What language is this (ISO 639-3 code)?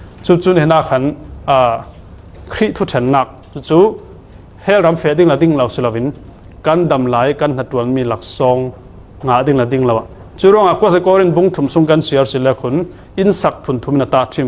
cfm